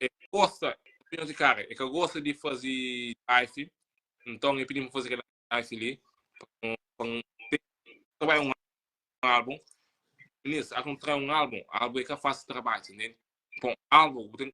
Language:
Kabuverdianu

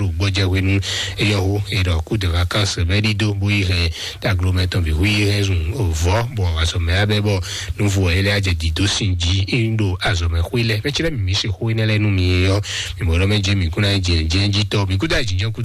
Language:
Fon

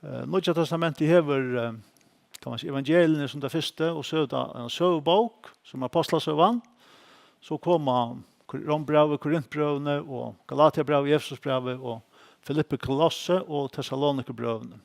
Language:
Faroese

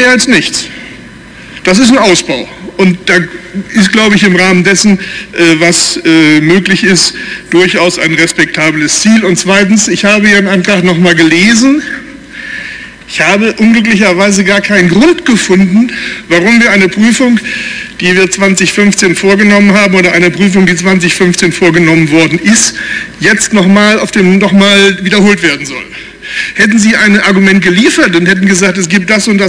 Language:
German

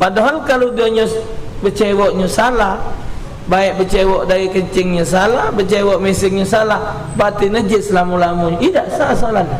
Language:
Musi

